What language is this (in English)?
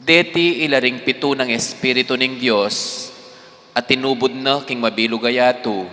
Pampanga